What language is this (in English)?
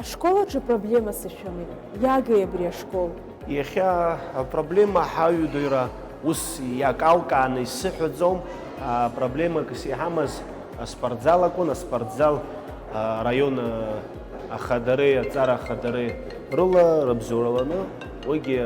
Abkhazian